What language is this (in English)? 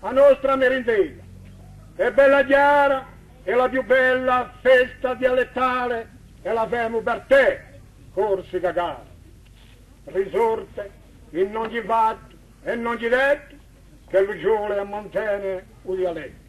Corsican